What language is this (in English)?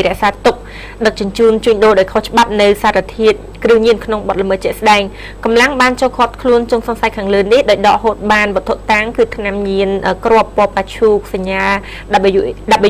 Khmer